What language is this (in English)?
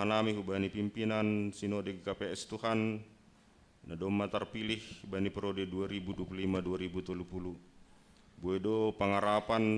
Batak Simalungun